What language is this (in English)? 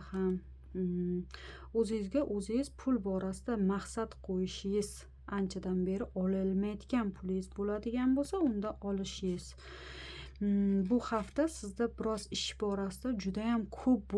Uzbek